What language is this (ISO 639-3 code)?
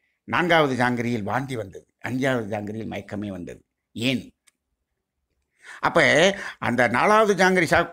tam